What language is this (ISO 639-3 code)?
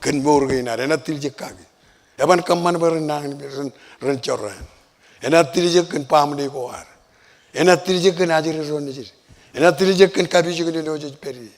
mah